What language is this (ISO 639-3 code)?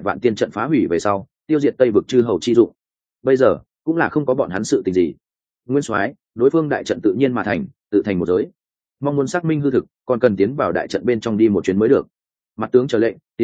vie